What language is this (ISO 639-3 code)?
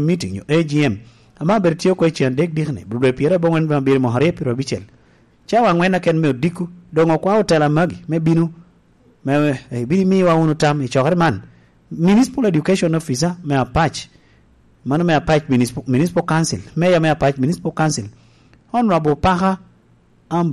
laj